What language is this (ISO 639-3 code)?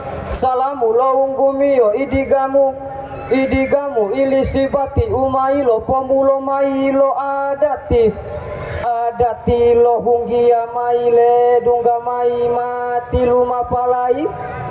gor